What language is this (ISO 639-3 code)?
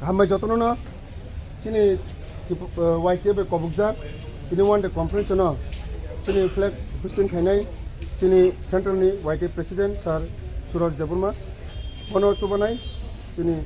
trp